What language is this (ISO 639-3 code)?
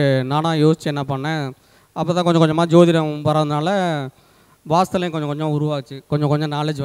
tam